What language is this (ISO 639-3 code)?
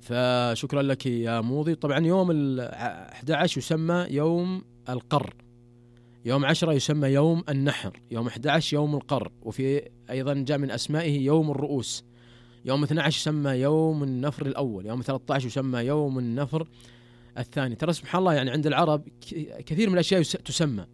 ars